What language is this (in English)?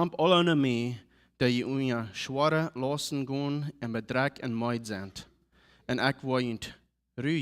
Plautdietsch